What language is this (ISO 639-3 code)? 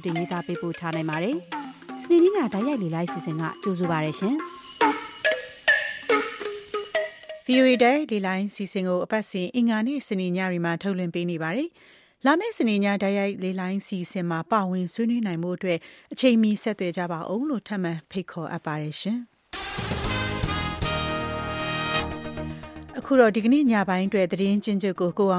mya